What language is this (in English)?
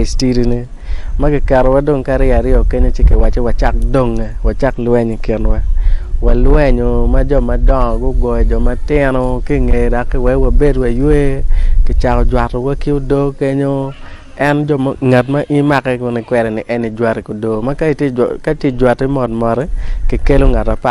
Acoli